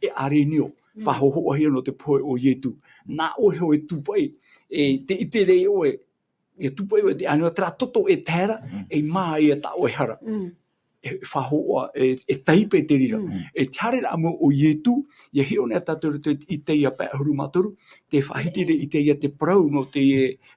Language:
Tahitian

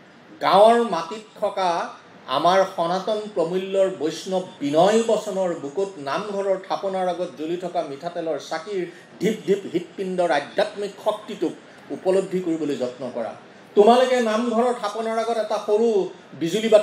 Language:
Assamese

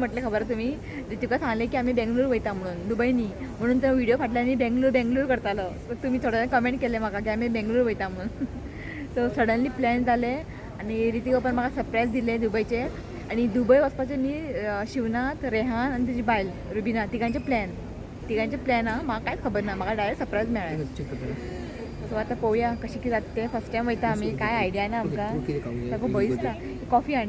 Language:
Konkani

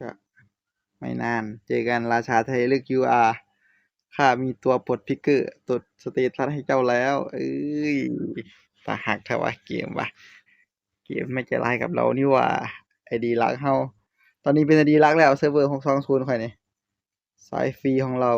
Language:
Northeastern Thai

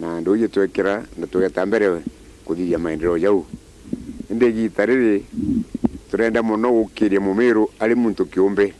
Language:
Meru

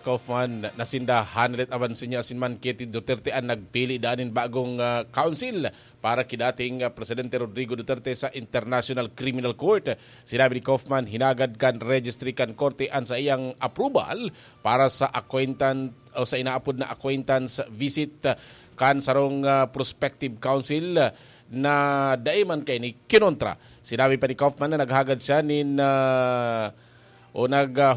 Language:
Bikol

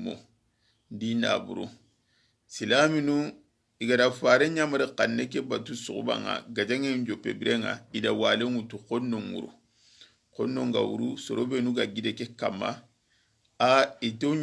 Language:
Soninke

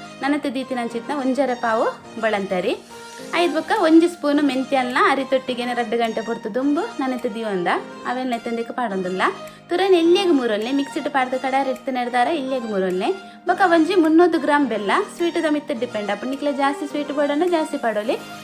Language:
Tulu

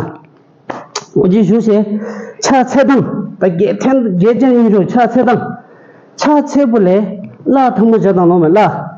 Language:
Tibetan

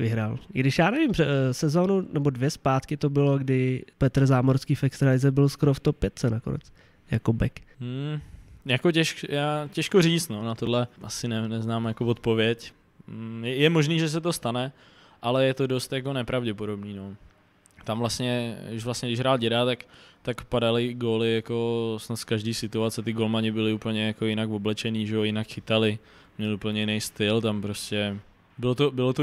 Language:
Czech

